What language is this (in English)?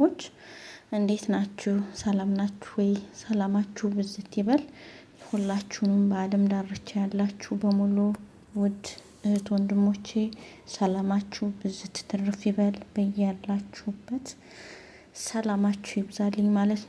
Amharic